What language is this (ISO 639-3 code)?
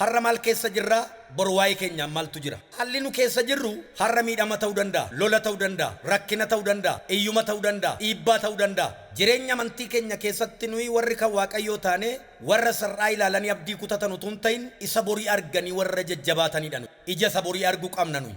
orm